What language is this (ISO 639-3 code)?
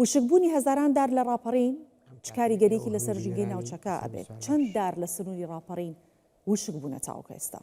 ckb